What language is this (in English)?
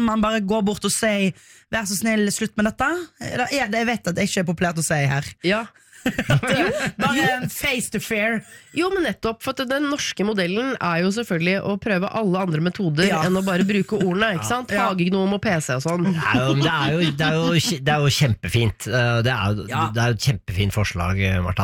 Norwegian